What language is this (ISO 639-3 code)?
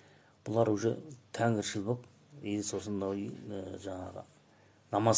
kaz